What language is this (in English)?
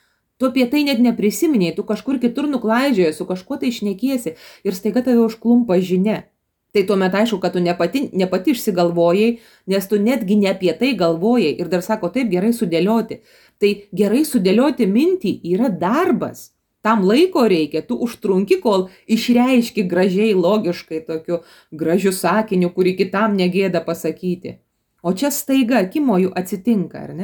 Lithuanian